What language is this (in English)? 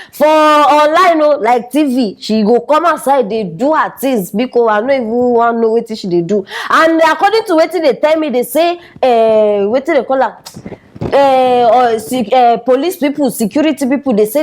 Nigerian Pidgin